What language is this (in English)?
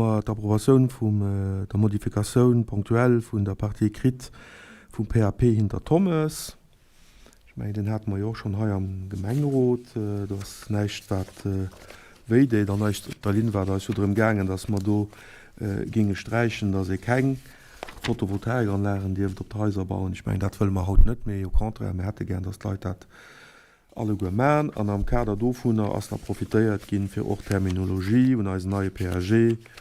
Luxembourgish